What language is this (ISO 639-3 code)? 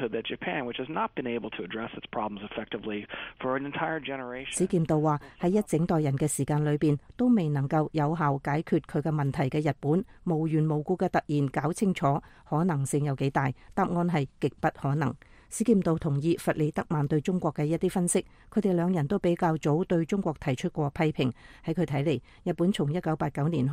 yue